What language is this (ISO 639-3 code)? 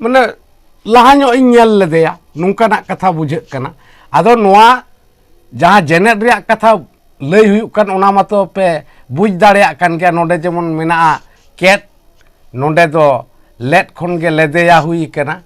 sat